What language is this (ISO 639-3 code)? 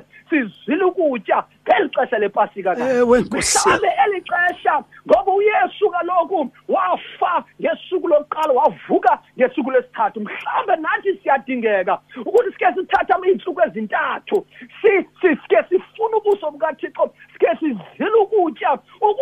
xho